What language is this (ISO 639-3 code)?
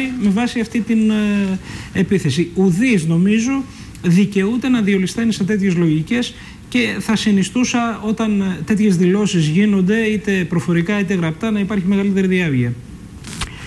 ell